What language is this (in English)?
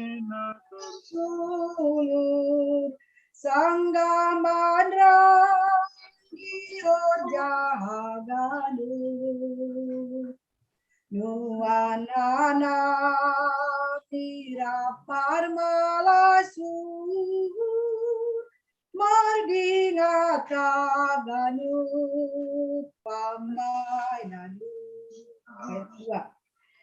Batak Simalungun